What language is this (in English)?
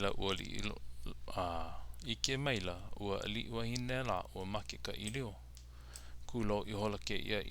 Hawaiian